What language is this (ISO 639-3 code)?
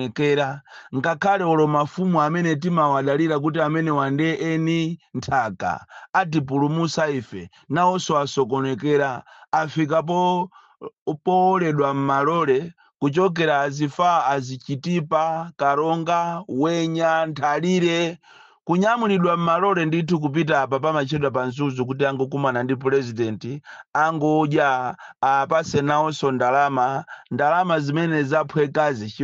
nya